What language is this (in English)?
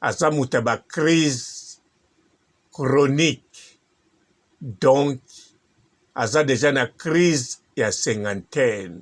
Lingala